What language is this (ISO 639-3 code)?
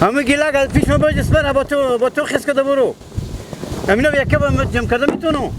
haz